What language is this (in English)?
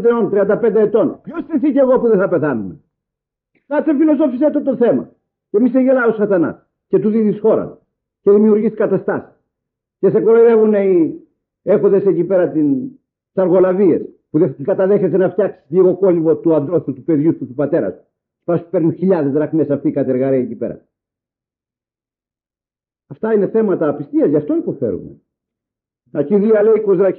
Greek